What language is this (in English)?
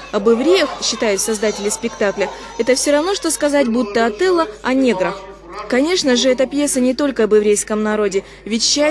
Russian